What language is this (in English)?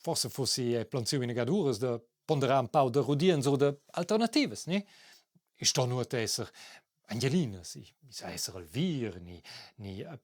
Romansh